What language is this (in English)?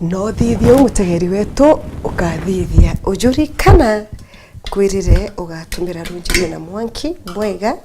Meru